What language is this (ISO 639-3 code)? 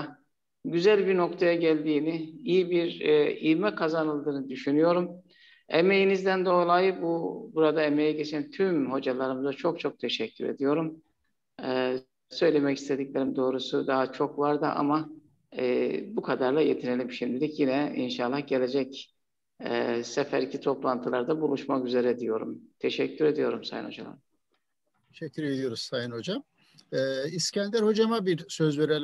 tur